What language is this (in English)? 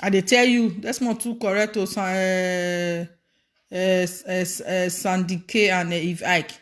Nigerian Pidgin